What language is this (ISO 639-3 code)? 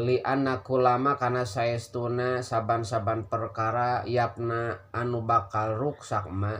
sun